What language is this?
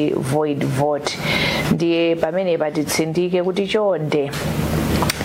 Nyanja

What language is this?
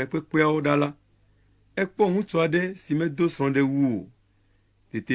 Ewe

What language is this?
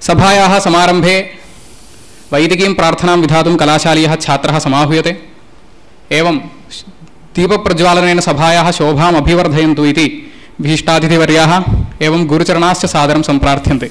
Sanskrit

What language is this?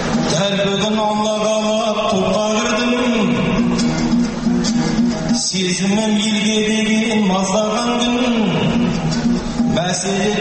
Kazakh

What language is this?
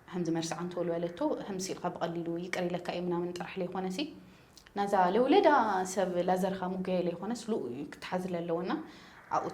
Tigrinya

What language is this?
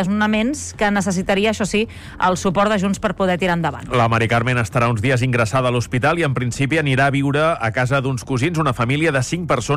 Catalan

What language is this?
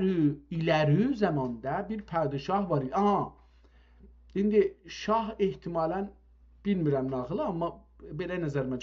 South Azerbaijani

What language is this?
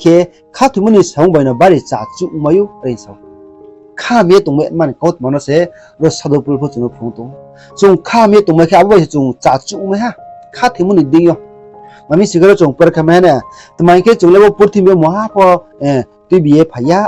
Riang (India)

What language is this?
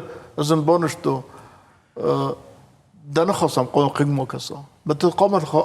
Ossetic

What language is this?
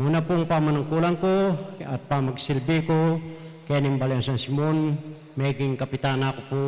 Pampanga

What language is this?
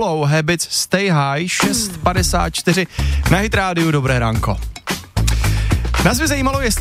Czech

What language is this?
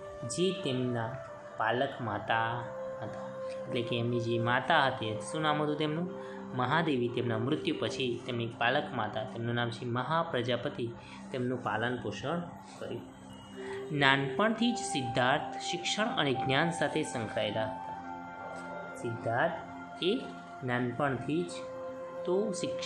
Gujarati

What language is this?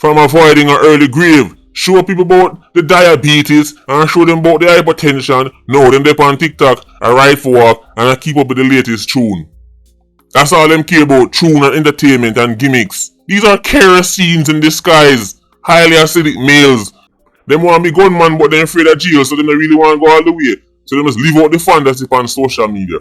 Jamaican Creole English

